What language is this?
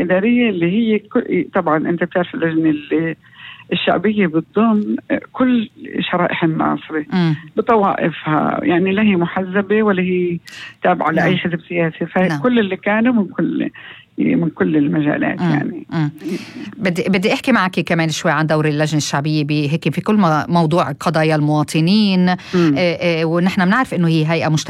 North Levantine Arabic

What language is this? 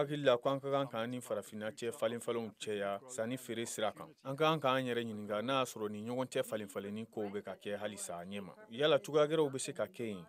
Bambara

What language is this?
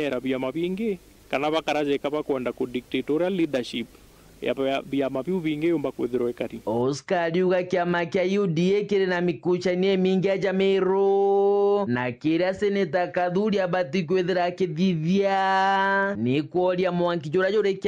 Meru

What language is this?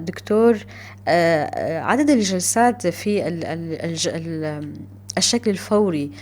North Levantine Arabic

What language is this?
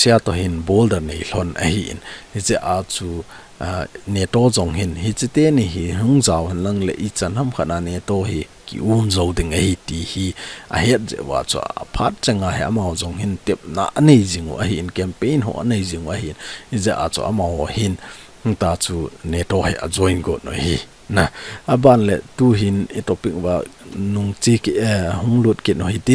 Thado Chin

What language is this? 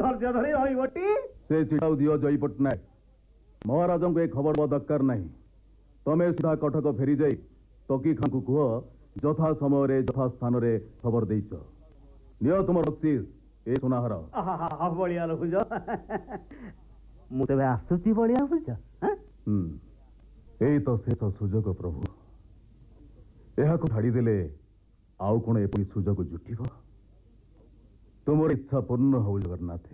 Odia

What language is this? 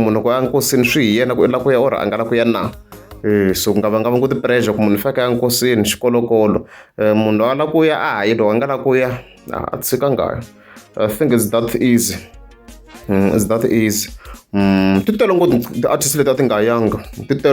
Tsonga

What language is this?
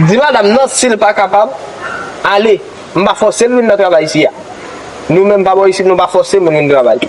Haitian Creole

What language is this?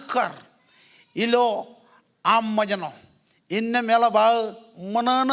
Marshallese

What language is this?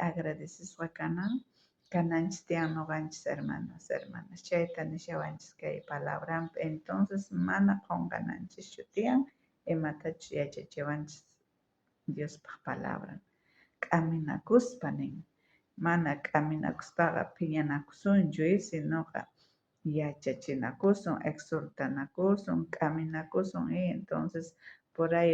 South Bolivian Quechua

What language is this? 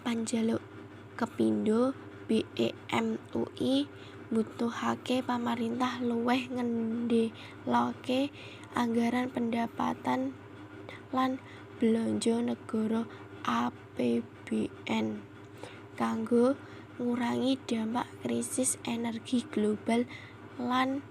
Javanese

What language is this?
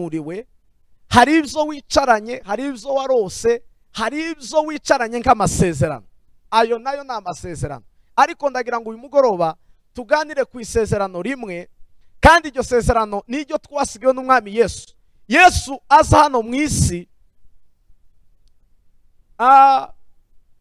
Kinyarwanda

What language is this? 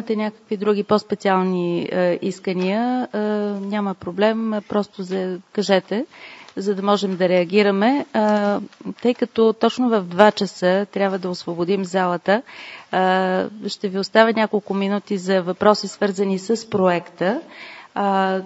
Bulgarian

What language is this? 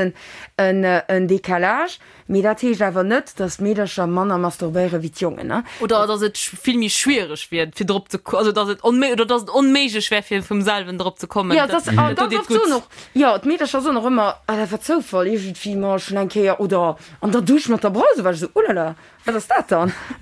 Luxembourgish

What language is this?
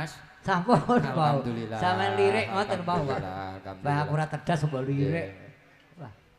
Javanese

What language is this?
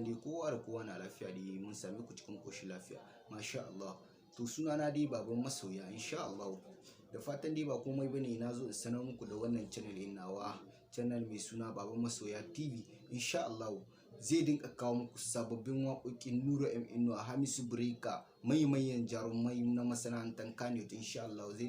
Hausa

